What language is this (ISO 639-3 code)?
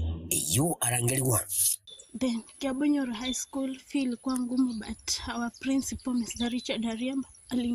guz